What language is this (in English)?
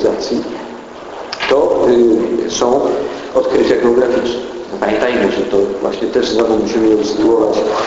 Polish